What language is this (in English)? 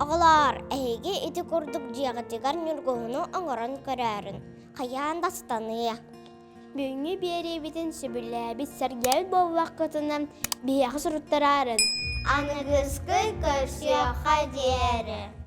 Yakut